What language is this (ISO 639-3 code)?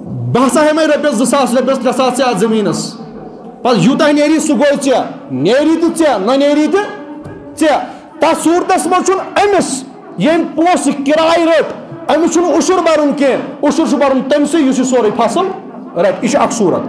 kas